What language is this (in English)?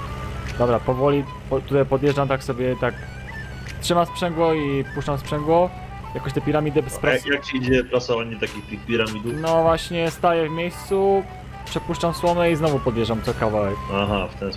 Polish